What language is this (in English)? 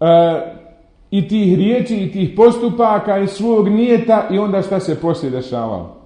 Bosnian